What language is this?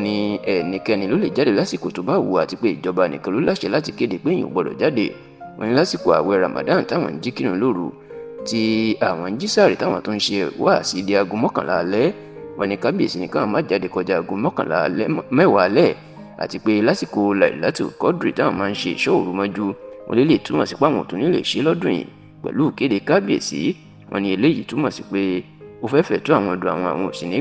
Yoruba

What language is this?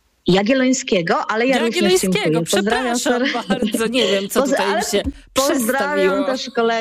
Polish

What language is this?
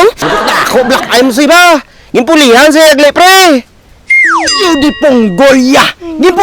Hiligaynon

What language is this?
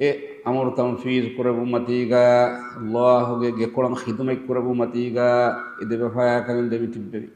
Divehi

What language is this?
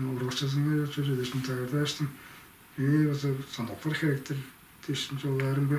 Tuvinian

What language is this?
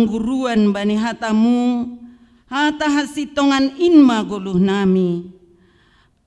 Batak Simalungun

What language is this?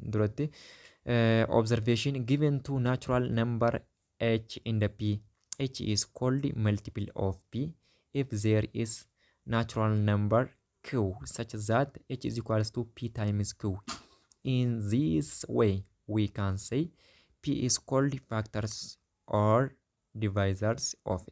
Oromo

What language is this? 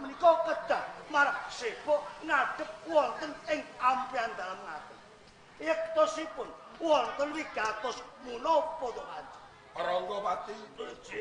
Javanese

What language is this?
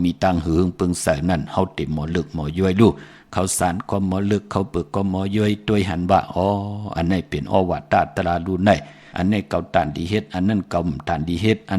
Shan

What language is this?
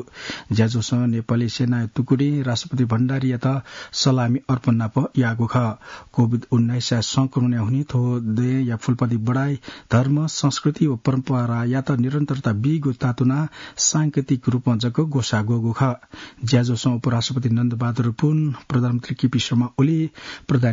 Newari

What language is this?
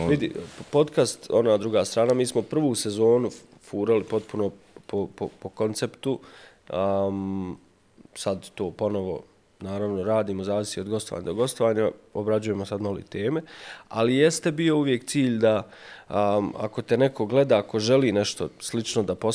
Bosnian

